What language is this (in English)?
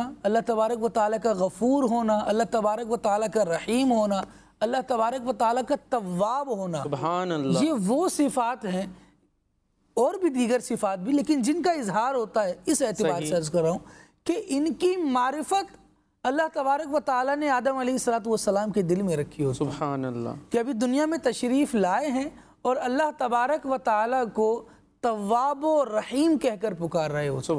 Urdu